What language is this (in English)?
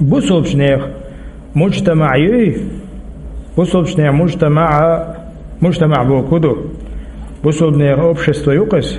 Chechen